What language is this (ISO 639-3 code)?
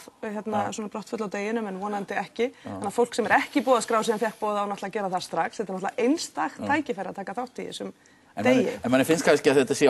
isl